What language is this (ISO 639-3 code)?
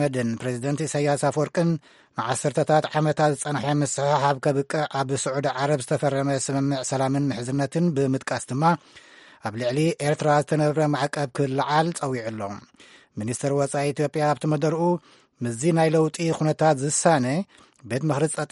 tir